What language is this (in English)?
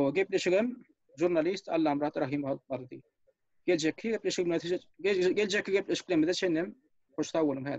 Turkmen